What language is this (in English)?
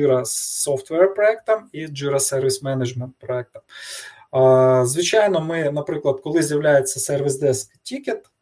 Ukrainian